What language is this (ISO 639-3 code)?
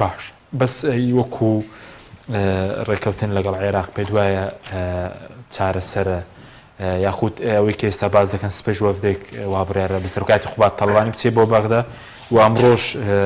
ckb